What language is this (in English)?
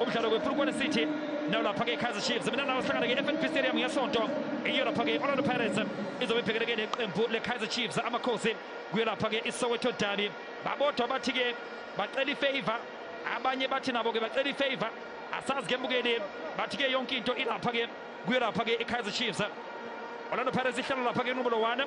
Zulu